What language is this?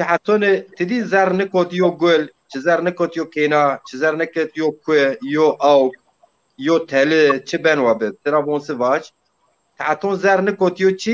Zaza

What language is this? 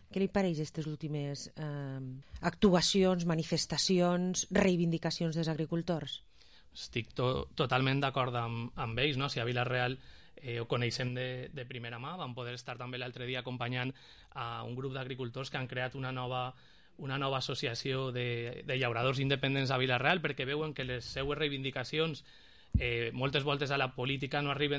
Catalan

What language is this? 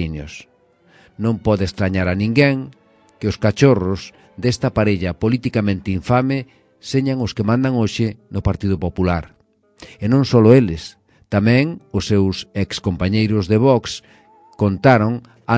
Galician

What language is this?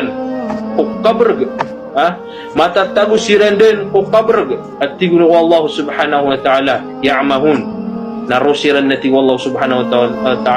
Maranao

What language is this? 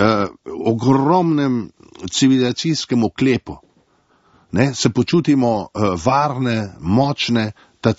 Slovenian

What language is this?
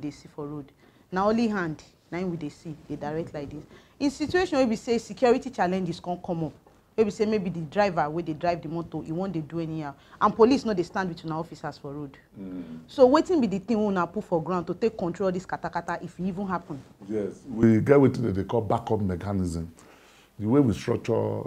Nigerian Pidgin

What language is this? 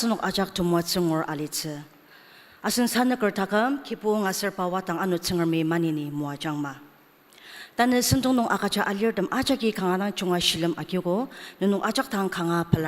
Ao Naga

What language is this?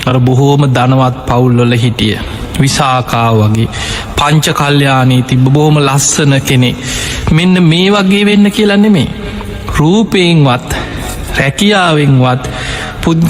Sinhala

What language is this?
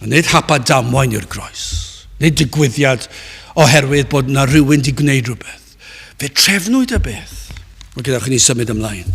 Welsh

